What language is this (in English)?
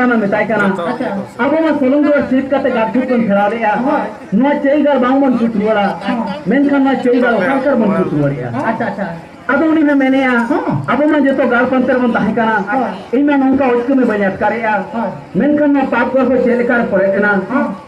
Santali